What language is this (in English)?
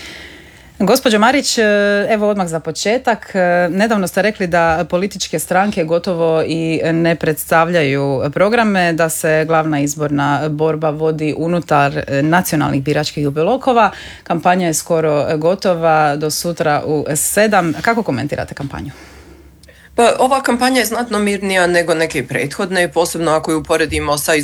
Croatian